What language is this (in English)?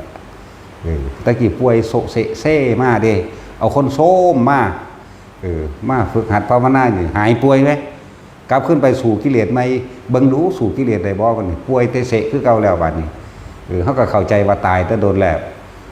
Northeastern Thai